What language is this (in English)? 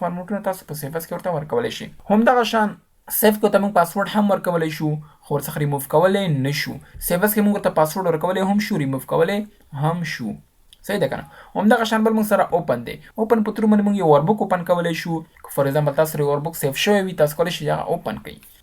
Pashto